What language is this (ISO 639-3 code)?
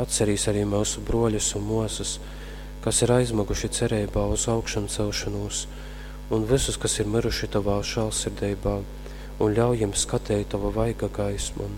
ltg